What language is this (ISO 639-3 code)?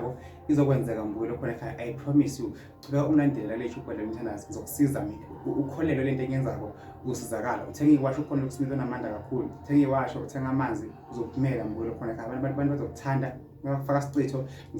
zul